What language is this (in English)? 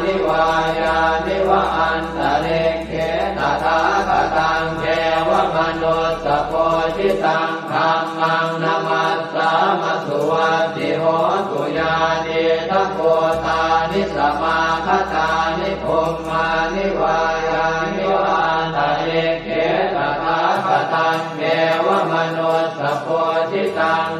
Pali